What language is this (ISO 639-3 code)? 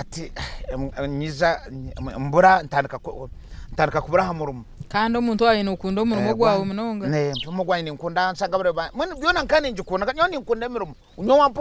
nyn